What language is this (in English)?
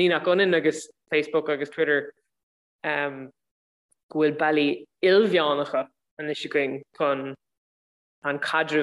Irish